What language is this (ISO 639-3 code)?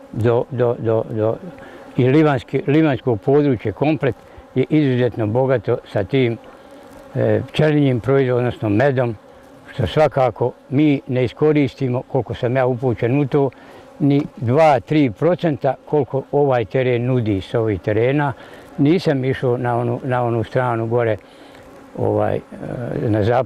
bos